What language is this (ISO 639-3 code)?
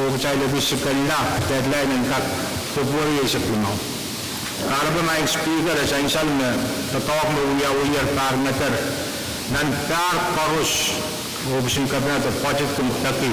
pon